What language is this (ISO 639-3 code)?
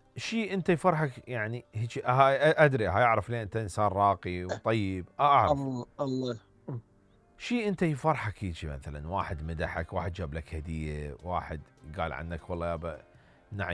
acm